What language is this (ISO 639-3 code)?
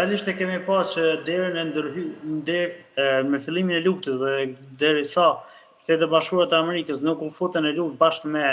sqi